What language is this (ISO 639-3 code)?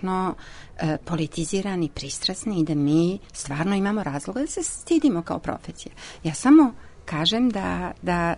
srp